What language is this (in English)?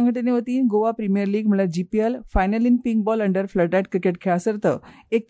Konkani